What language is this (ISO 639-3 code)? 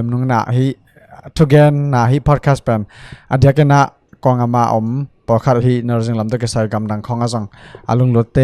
ctd